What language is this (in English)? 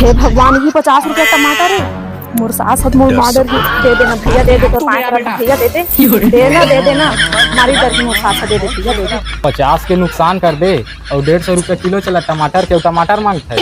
Chhattisgarhi